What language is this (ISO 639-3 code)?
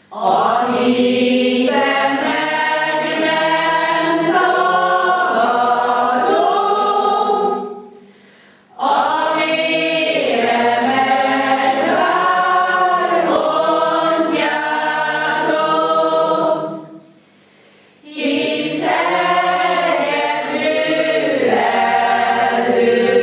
hun